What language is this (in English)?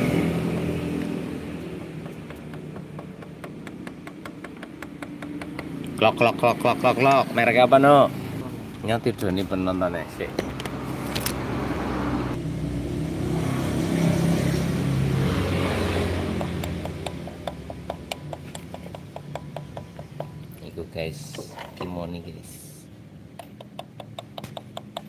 Indonesian